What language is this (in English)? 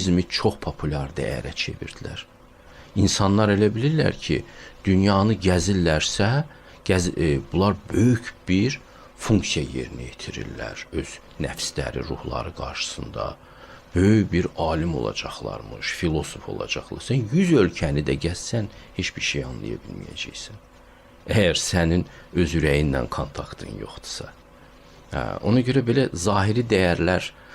Azerbaijani